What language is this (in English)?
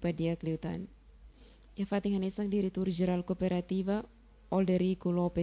Tetum